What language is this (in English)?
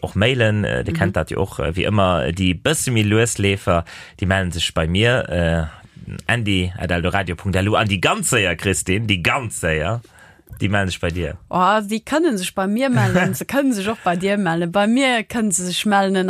Luxembourgish